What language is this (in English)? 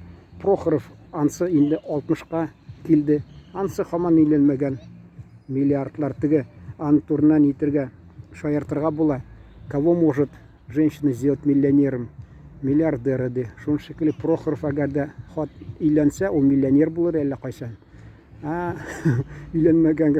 Tatar